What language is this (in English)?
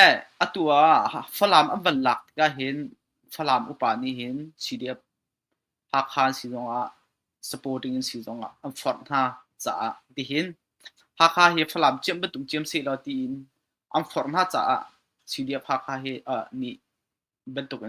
Hakha Chin